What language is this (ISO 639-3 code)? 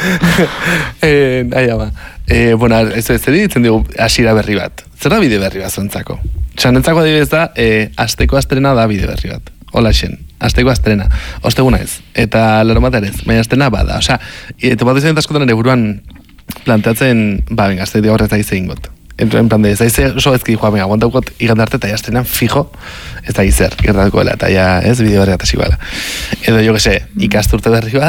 eus